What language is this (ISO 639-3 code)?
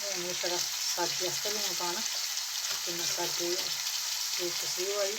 doi